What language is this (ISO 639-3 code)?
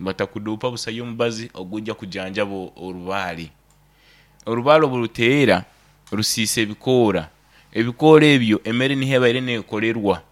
nyn